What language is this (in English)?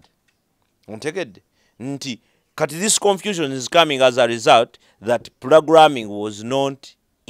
Ganda